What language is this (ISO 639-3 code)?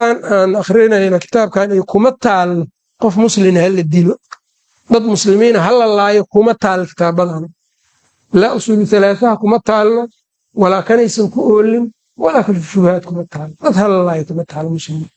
som